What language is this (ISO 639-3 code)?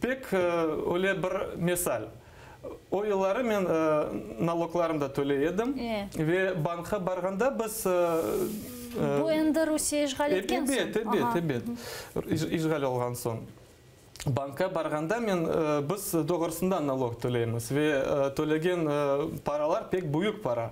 crh